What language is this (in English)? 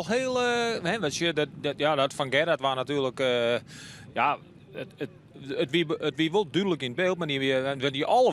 Western Frisian